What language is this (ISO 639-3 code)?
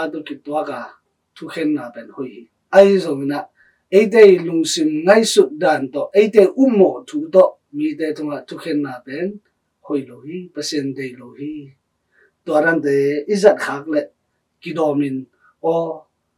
ctd